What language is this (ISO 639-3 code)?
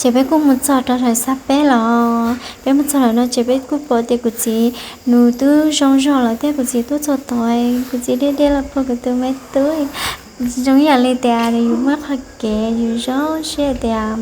hmn